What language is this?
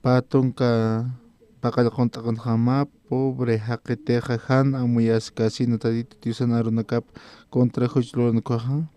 Aymara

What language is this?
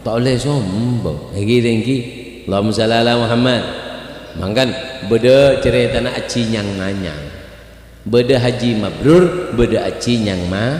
Madurese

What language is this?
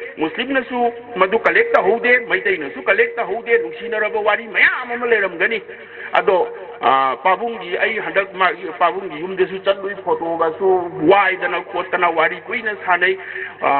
Manipuri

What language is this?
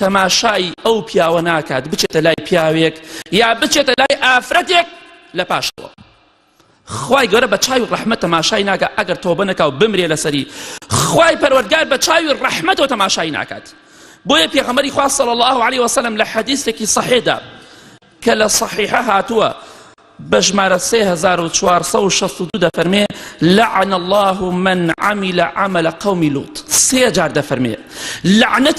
Central Kurdish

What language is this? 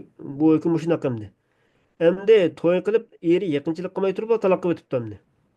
Uyghur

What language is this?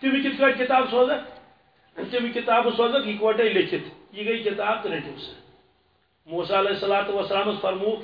Kashmiri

